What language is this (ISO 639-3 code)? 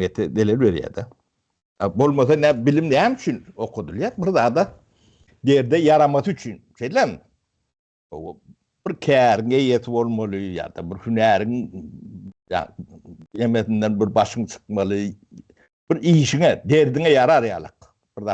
tuk